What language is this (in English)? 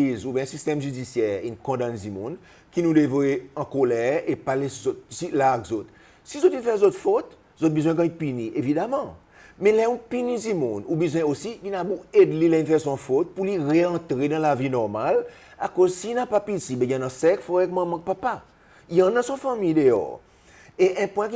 Seselwa Creole French